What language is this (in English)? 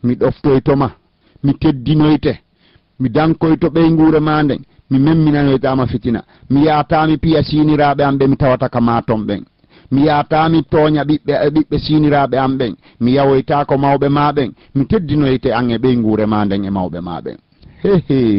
Fula